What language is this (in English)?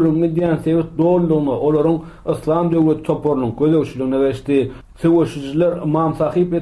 Turkmen